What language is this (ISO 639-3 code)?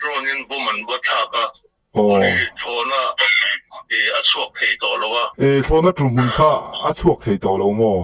lus